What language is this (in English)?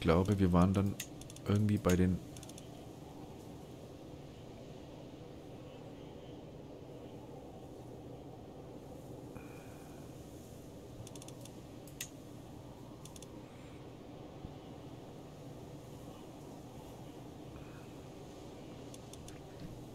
German